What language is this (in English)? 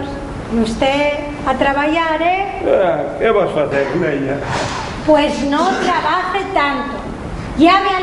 Asturian